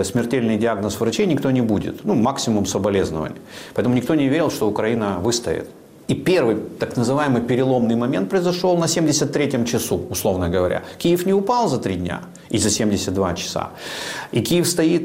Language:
Russian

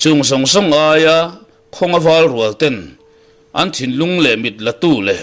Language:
Mizo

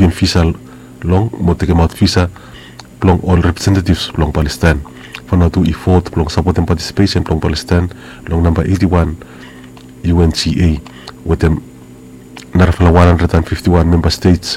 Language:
Bislama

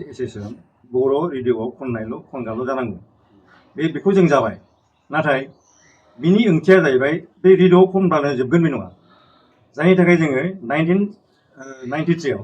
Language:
Bodo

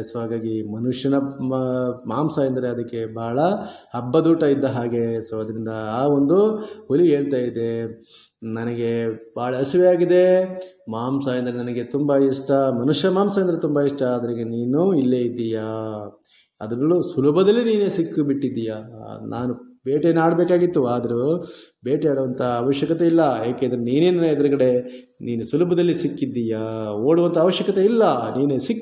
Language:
Kannada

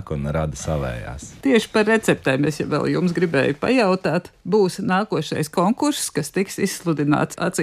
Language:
Latvian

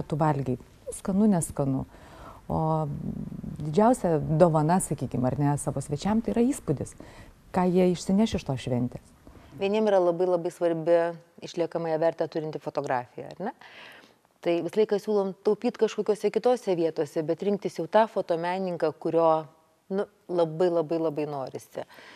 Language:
Lithuanian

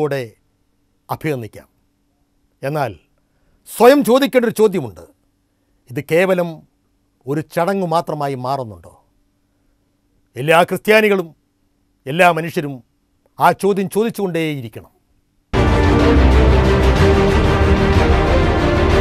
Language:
Malayalam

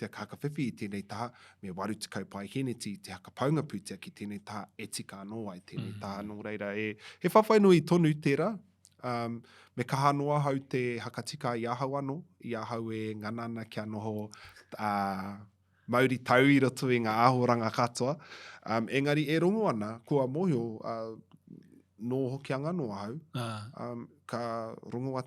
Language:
Māori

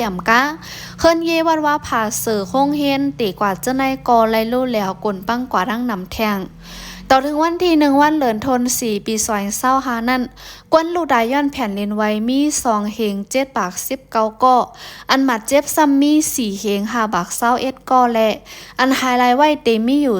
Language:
Shan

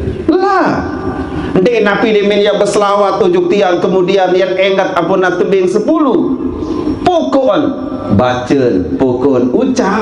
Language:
Sasak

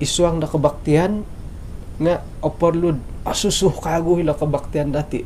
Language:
Central Dusun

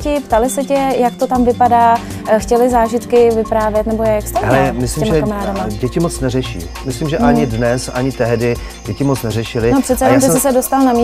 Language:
Czech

